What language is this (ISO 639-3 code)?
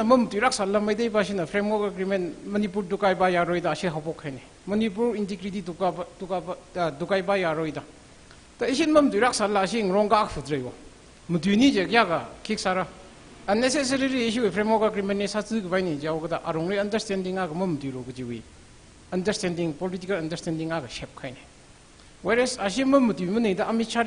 nmf